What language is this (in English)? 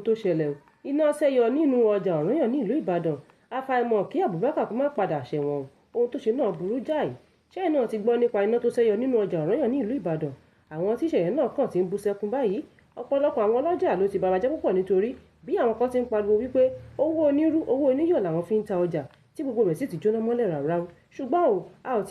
Yoruba